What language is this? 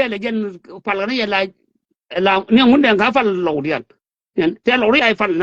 Nuer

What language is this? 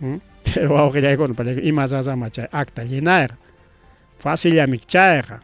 Ayacucho Quechua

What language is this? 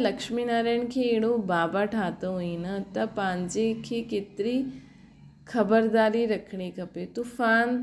Sindhi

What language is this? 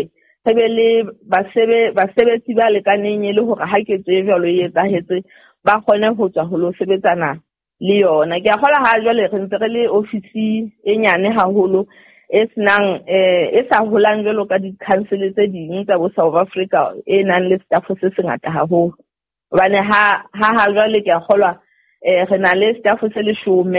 Southern Sotho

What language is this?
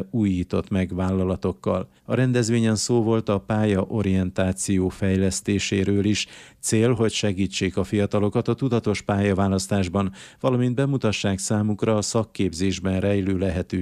Hungarian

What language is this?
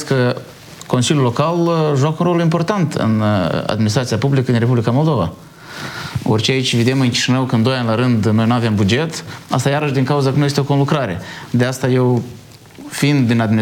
Romanian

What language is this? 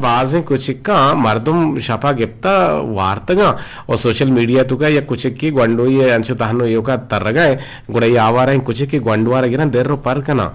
Eastern Balochi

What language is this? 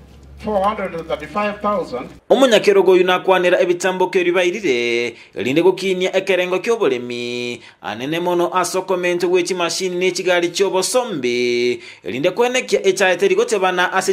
Gusii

